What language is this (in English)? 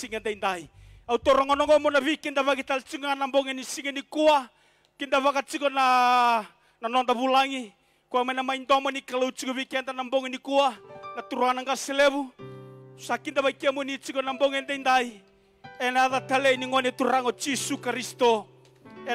Fijian